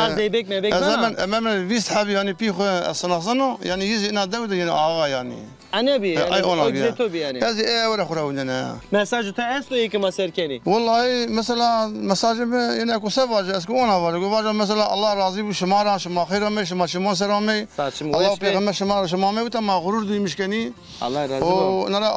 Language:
Zaza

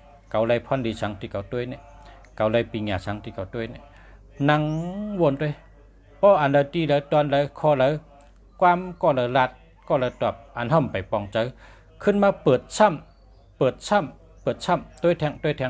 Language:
Shan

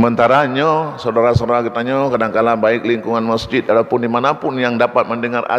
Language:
Achinese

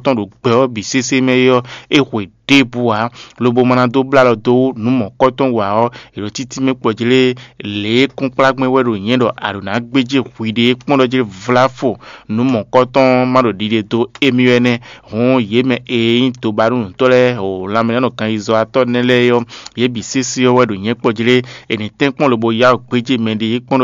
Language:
Fon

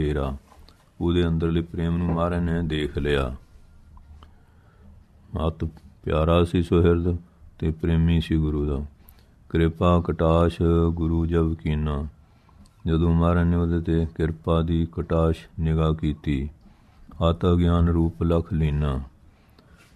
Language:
Punjabi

